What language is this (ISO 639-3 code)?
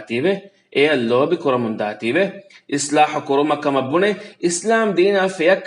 div